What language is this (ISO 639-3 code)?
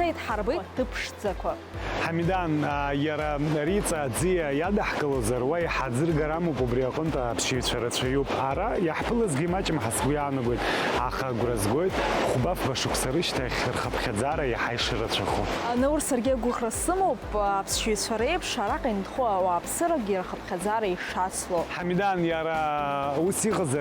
abk